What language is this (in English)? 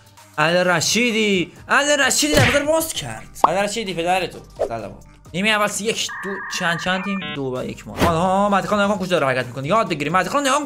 Persian